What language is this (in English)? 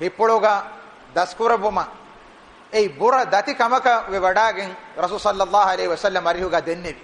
Divehi